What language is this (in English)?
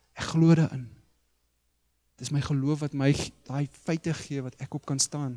Afrikaans